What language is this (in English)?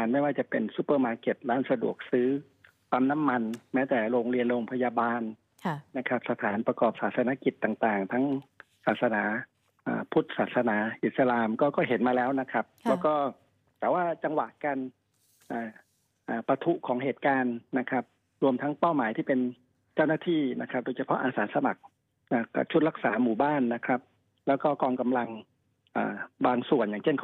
Thai